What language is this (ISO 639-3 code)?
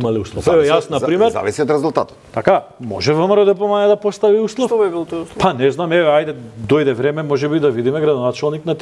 mkd